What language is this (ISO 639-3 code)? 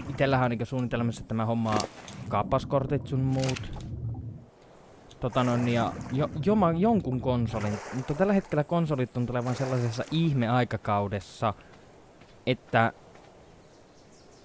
fin